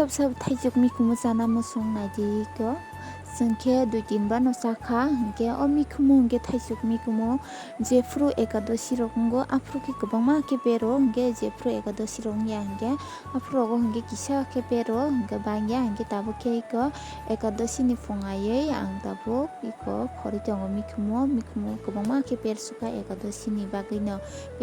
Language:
Kok Borok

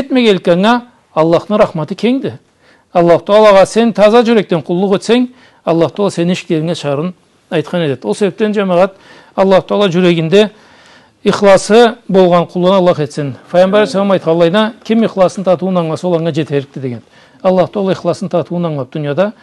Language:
Karachay-Balkar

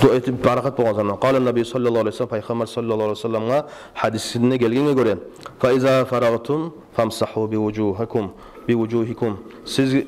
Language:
Kumyk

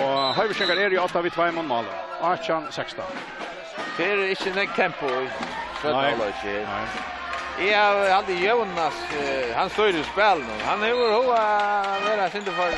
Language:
Faroese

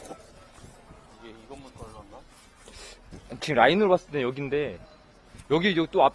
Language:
Korean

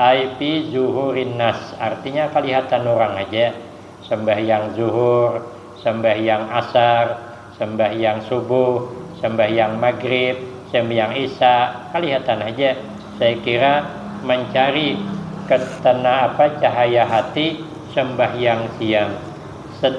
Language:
Banjar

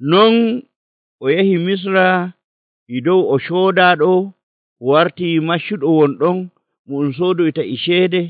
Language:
Nigerian Fulfulde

